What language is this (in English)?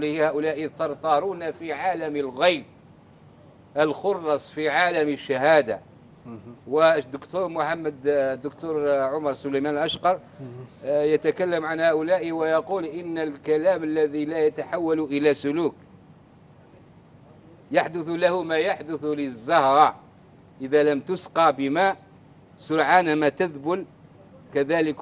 Arabic